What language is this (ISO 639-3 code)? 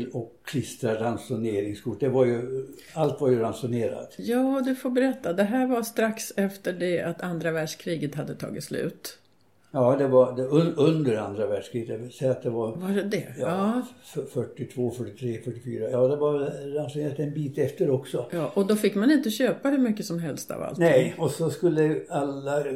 swe